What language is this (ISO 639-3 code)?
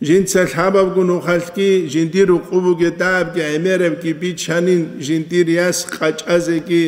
ava